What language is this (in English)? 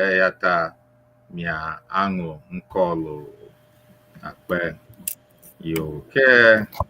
Ewe